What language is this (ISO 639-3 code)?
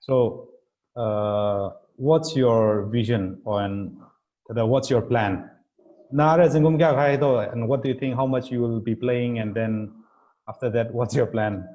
nmf